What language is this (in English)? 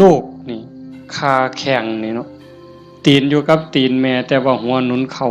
Northeastern Thai